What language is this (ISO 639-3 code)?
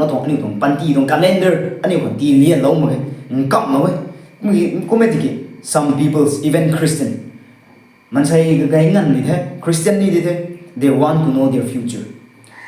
nbu